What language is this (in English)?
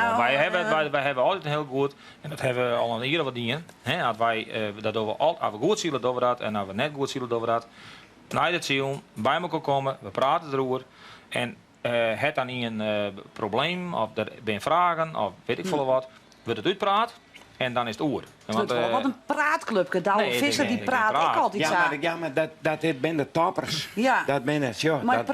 Western Frisian